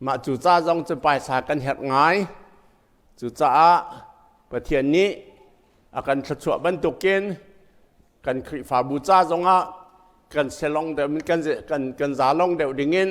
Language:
Hakha Chin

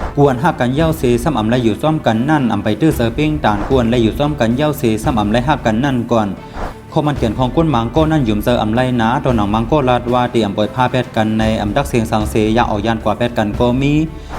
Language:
Shan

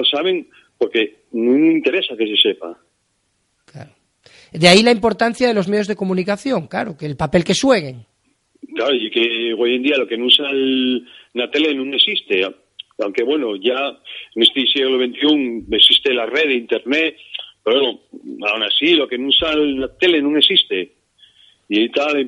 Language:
Asturian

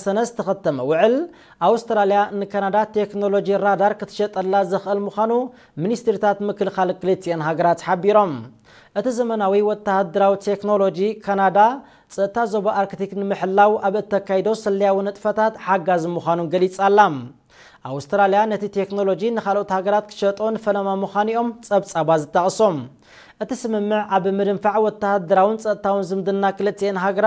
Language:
Tigrinya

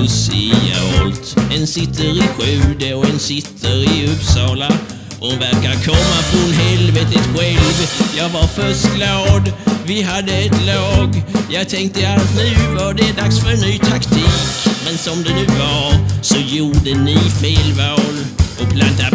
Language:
Swedish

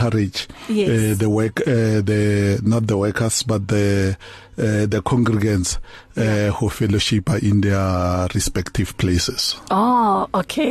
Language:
English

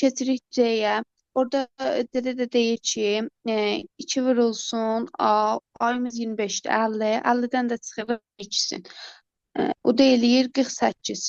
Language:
Azerbaijani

